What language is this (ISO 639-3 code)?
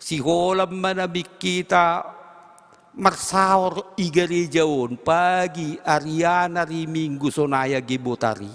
bts